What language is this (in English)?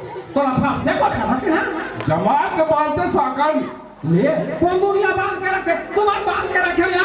Chhattisgarhi